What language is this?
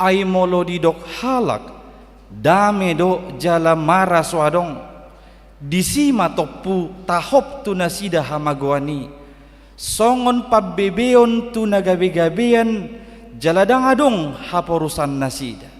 Batak Toba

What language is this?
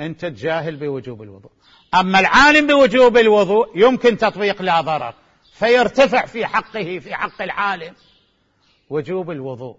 Mesopotamian Arabic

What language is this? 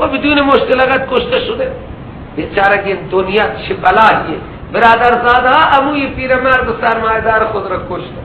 Persian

